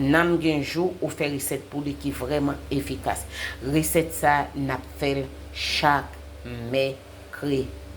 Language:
Haitian Creole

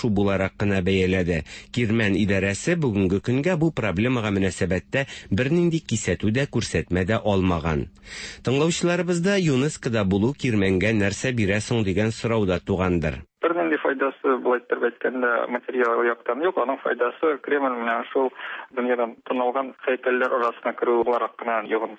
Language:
Tatar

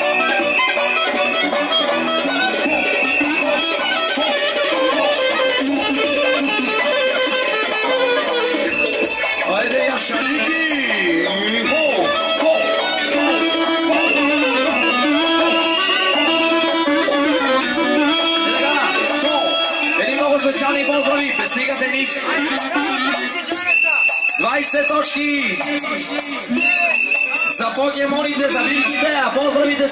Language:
Bulgarian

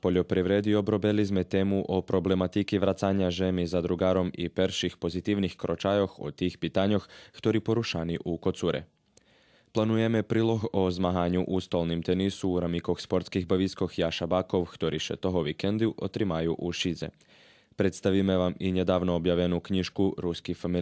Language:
Rusyn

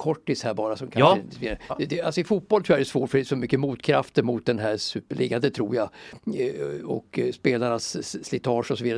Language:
Swedish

